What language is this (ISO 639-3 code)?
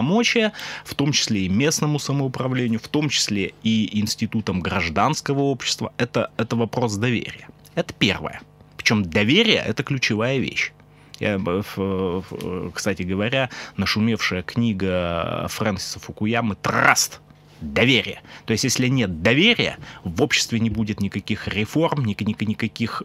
rus